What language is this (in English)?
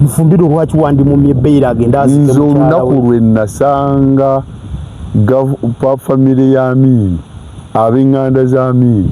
Ganda